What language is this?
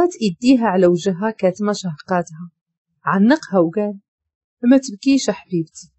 Moroccan Arabic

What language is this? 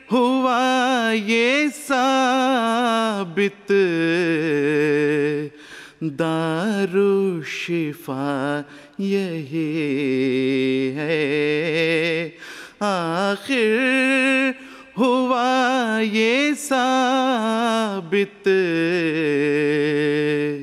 Urdu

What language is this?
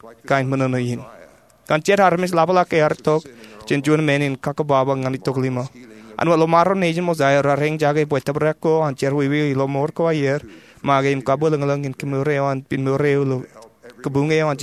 Marshallese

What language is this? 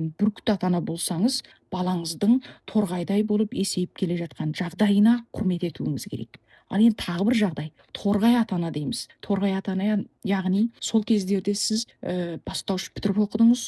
Kazakh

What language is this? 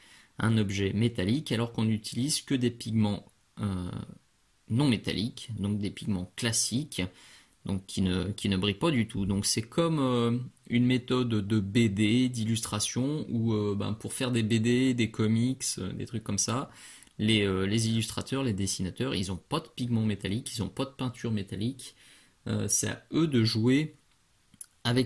French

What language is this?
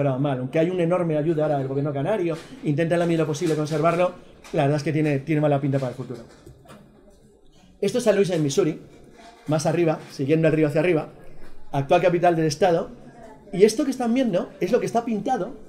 Spanish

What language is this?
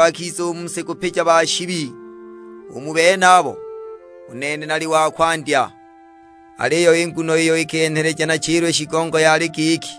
Sukuma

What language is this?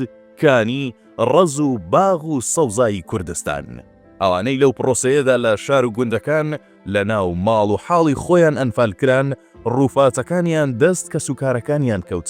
Central Kurdish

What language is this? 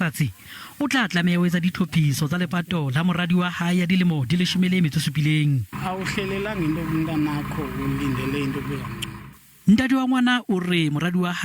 Southern Sotho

